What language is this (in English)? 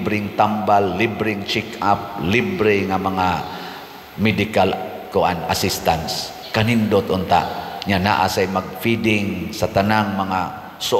Cebuano